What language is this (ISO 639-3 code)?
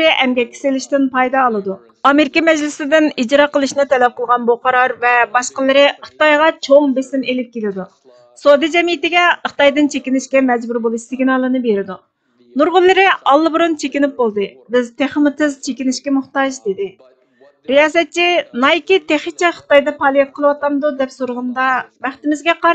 uig